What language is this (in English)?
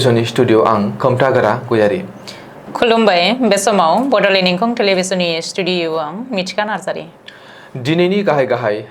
Bodo